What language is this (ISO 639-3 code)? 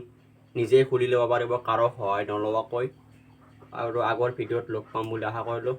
asm